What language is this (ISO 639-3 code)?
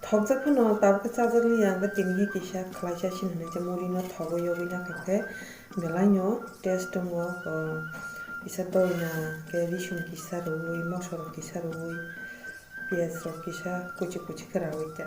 trp